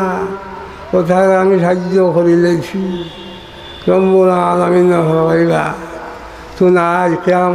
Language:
Sylheti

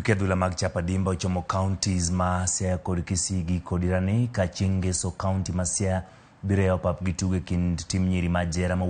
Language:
Luo (Kenya and Tanzania)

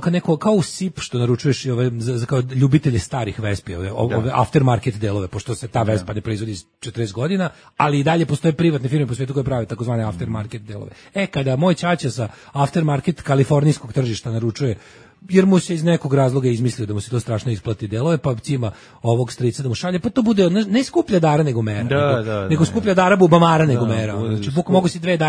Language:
Serbian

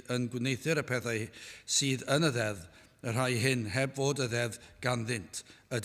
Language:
Welsh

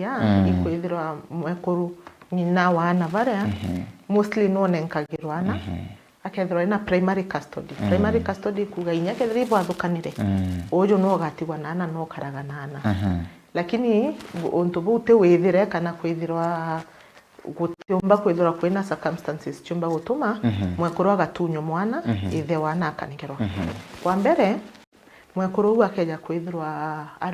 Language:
Meru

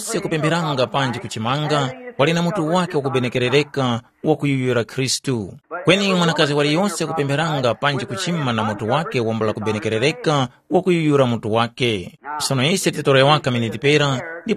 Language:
Tumbuka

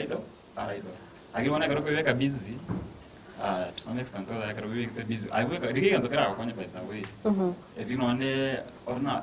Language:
Gusii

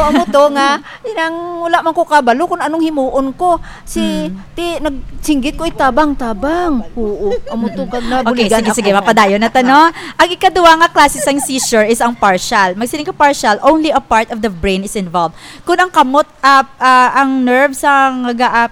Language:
Hiligaynon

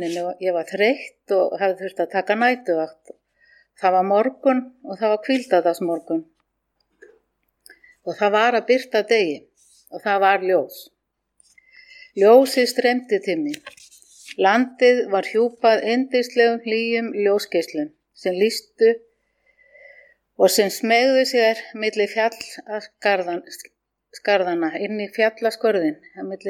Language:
Icelandic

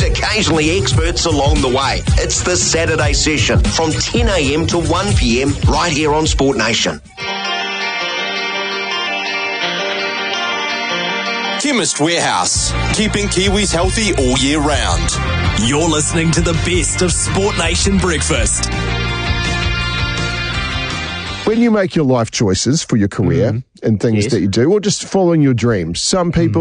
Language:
English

